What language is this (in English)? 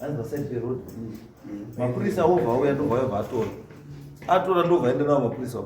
Shona